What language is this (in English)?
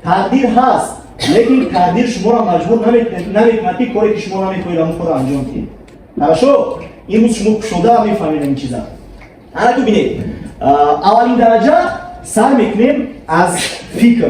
Tajik